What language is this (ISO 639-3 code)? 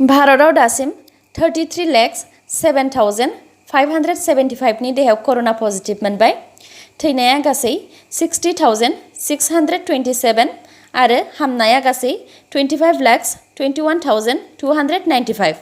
brx